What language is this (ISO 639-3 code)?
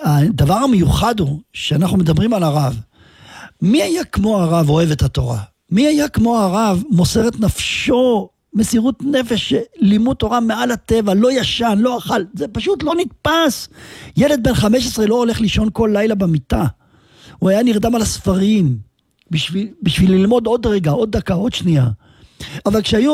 heb